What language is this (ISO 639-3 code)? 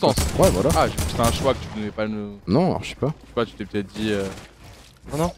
fra